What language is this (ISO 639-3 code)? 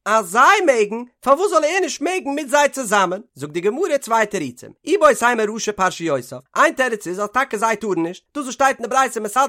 yid